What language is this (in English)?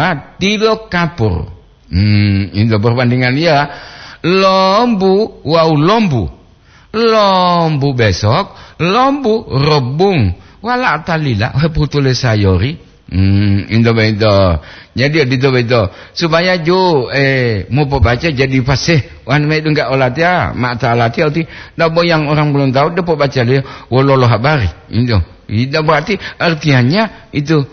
Gorontalo